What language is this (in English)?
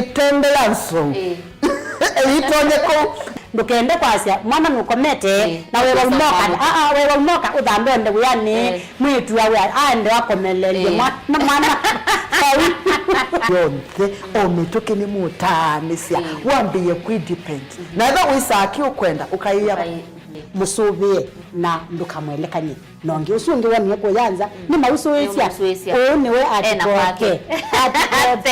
Kamba